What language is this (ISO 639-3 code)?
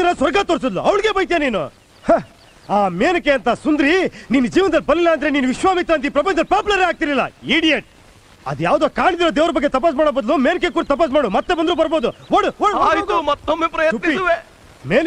kan